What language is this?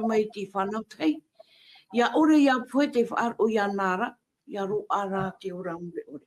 Tahitian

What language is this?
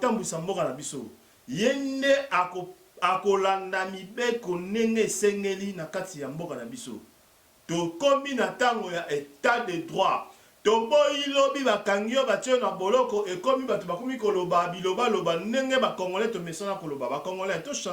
Lingala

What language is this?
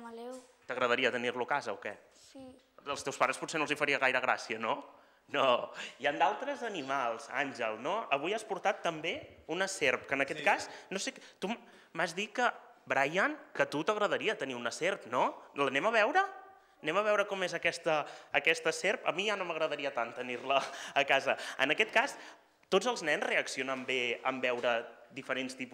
Catalan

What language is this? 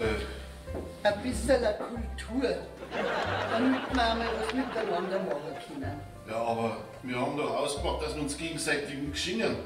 Bavarian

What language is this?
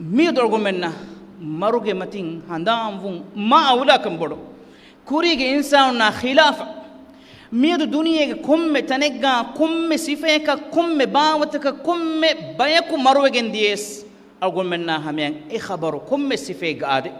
Divehi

